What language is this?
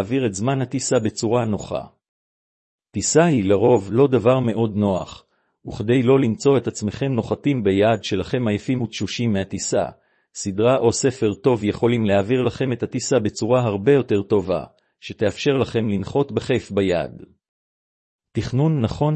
Hebrew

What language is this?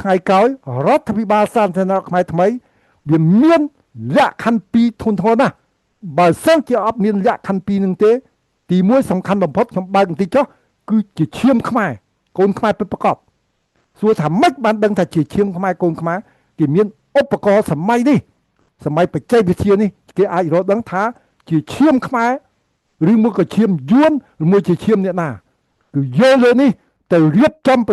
Khmer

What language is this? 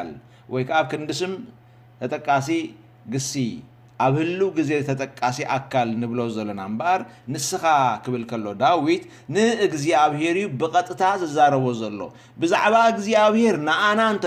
Tigrinya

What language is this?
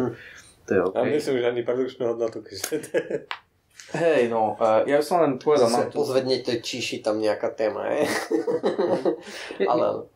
Slovak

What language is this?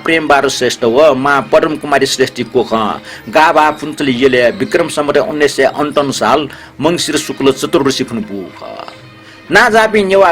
Newari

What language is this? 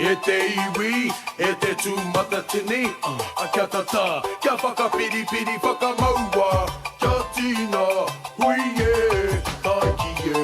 Māori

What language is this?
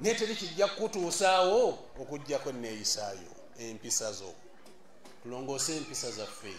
Ganda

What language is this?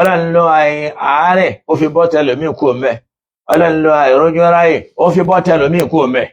Yoruba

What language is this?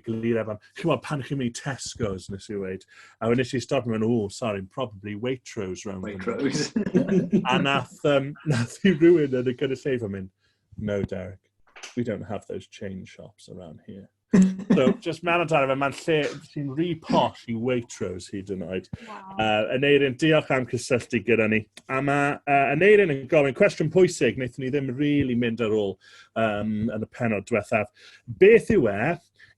Welsh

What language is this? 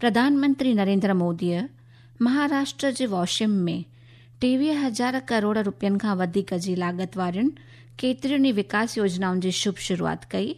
Sindhi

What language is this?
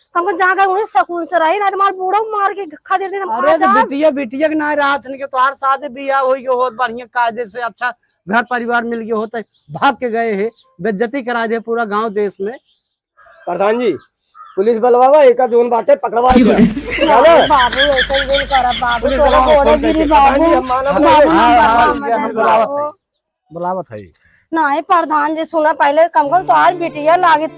Awadhi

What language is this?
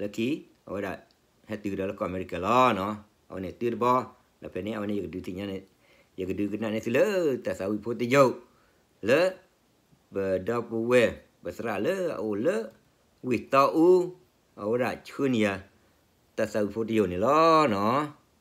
S'gaw Karen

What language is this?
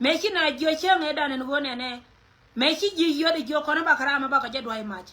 Nuer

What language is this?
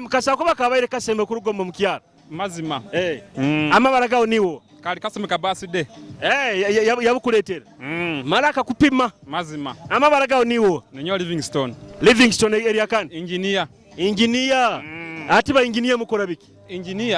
Nyoro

